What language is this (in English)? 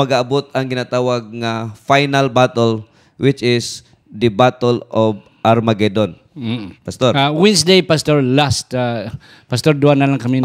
Hiligaynon